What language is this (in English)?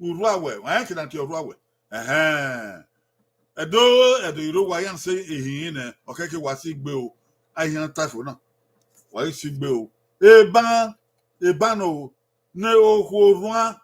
Bini